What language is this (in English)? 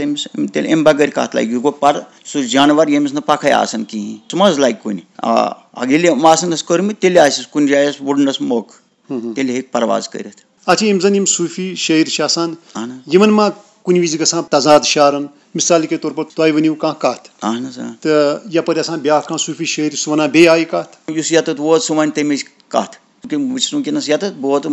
Kashmiri